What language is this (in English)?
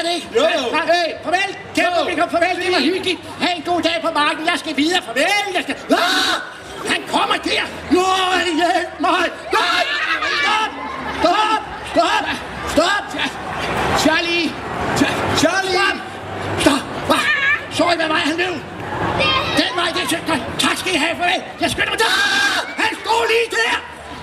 Danish